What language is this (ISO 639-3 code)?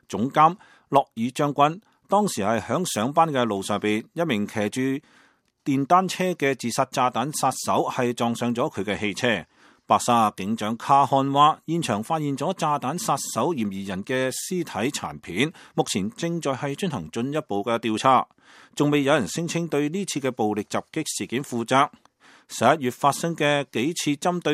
yue